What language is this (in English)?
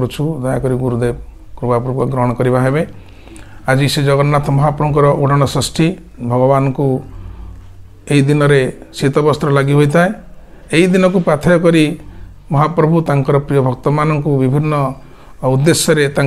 Odia